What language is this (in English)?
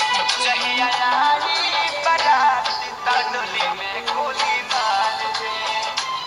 Bhojpuri